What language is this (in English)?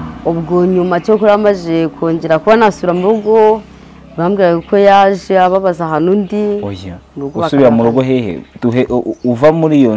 Kinyarwanda